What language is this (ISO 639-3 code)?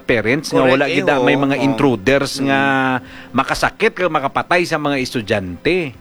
hil